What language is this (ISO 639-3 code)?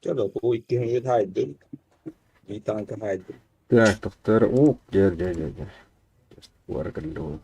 sah